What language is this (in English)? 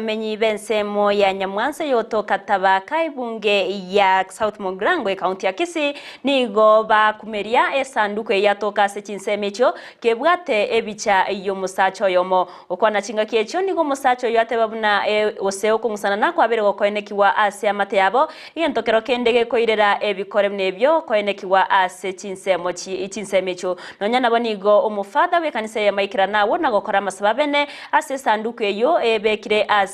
Gusii